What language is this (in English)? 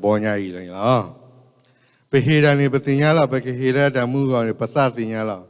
S'gaw Karen